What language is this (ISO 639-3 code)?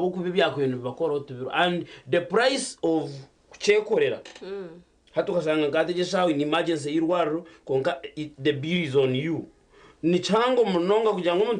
nyn